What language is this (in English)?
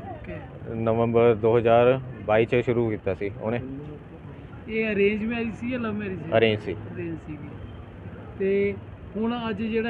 Punjabi